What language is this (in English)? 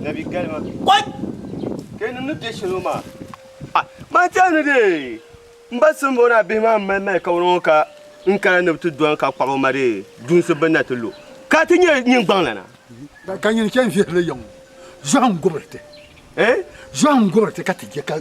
Dagbani